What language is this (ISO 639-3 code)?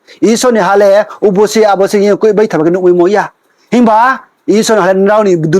ria